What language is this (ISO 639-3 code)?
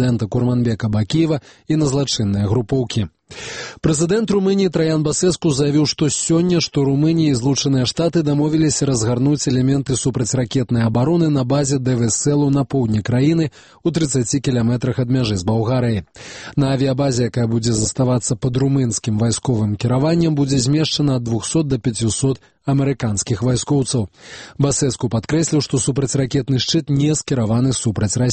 bel